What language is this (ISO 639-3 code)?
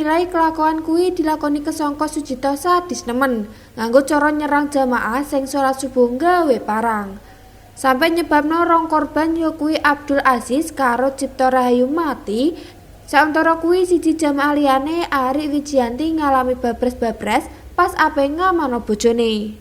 jav